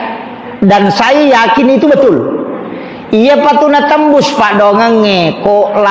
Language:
Buginese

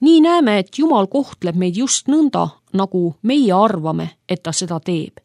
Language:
Estonian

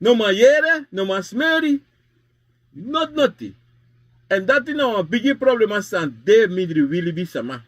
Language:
Sranan Tongo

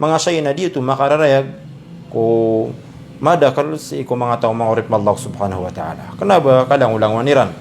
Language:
Maranao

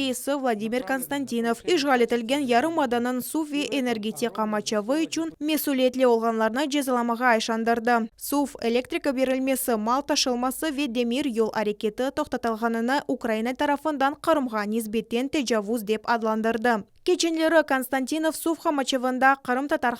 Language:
Crimean Tatar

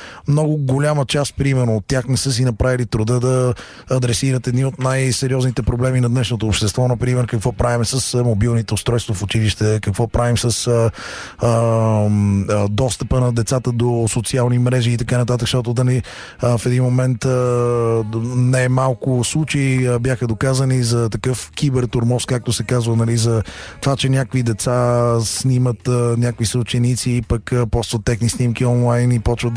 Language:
Bulgarian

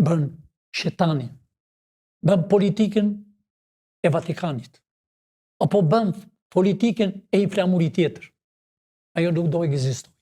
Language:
Albanian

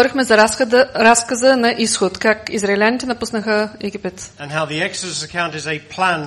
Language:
Bulgarian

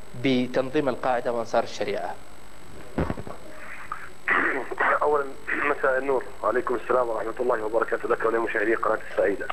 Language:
Arabic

